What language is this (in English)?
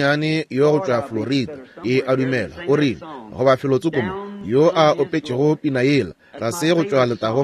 Northern Sotho